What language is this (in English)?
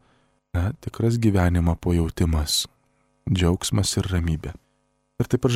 Lithuanian